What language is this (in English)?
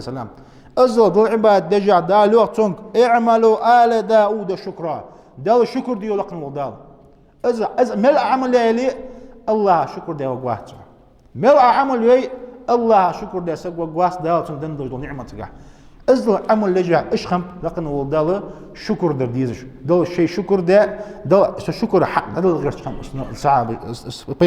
Ingush